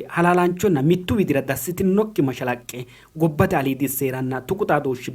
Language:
Sidamo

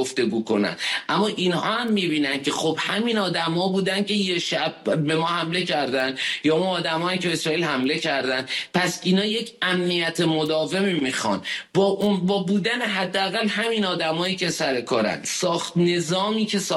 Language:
Persian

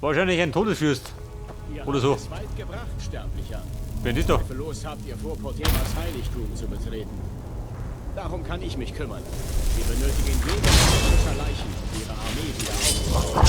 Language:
Bavarian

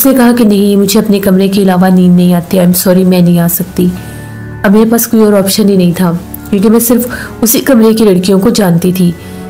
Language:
Hindi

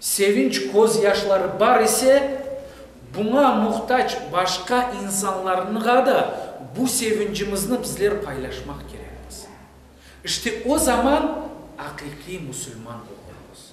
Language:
Crimean Tatar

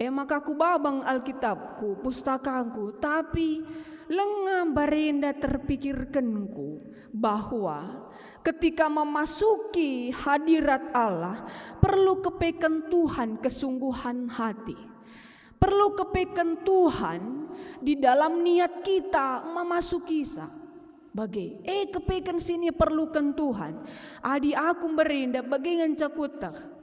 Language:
Batak Karo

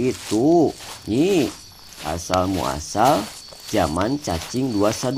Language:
Sundanese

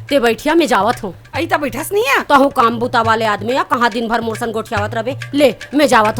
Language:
Chhattisgarhi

